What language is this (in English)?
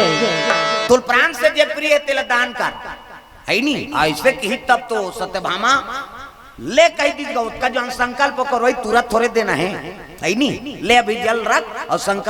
Chhattisgarhi